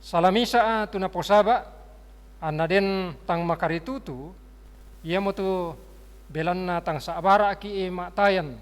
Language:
Toraja-Sa'dan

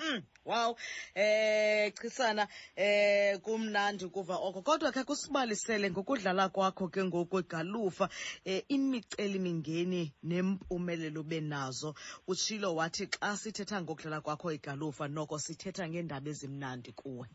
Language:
Xhosa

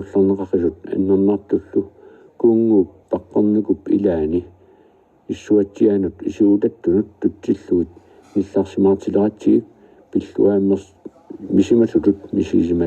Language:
Kalaallisut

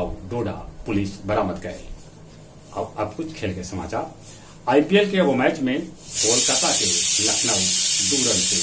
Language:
Magahi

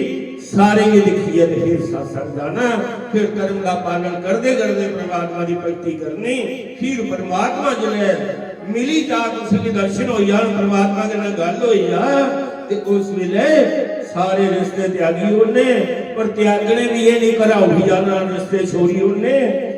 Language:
Dogri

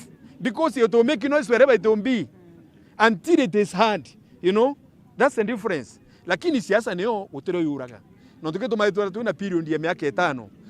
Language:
Meru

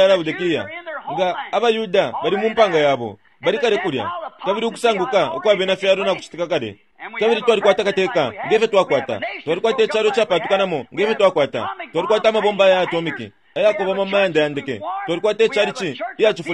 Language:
Bemba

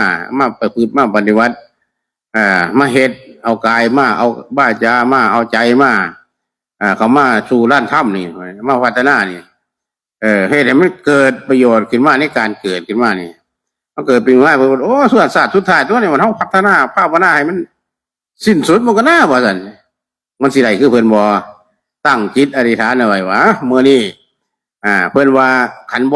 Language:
Northeastern Thai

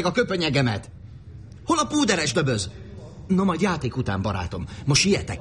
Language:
Hungarian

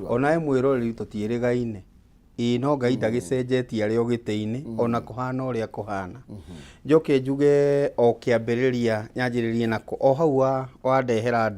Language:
Kikuyu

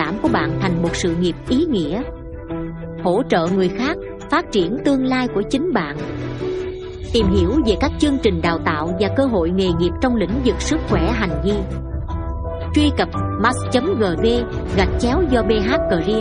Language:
Vietnamese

